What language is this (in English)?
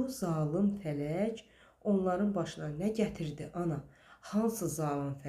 Azerbaijani